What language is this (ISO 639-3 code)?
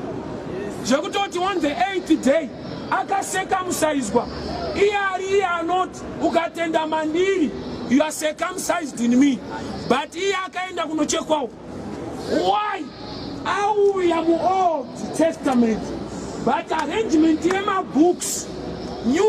sna